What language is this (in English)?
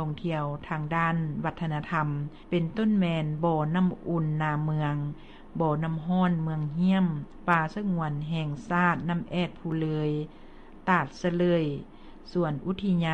Lao